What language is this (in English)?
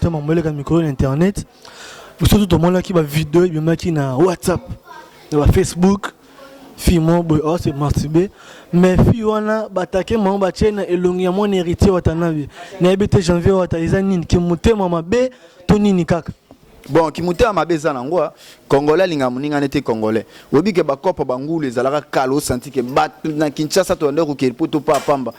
Lingala